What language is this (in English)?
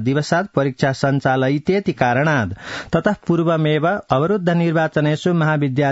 Sanskrit